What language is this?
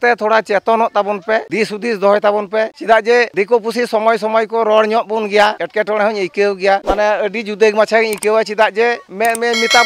Santali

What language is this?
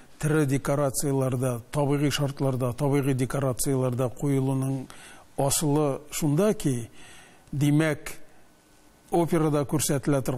Tatar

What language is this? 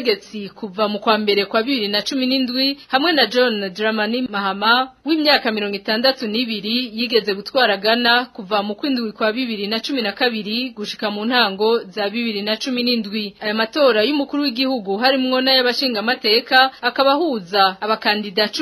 Rundi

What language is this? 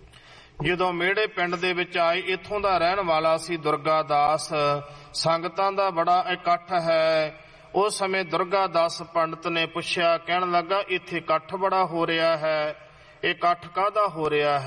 Punjabi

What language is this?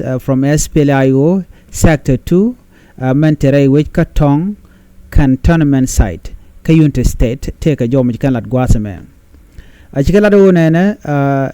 Nuer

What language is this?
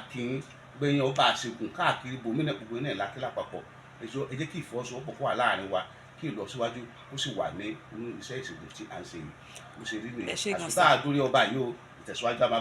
Yoruba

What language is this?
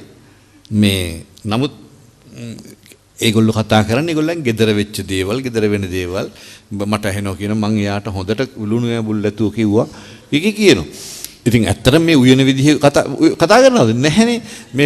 Sinhala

